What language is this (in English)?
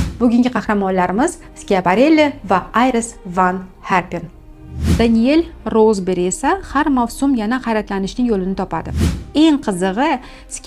Uzbek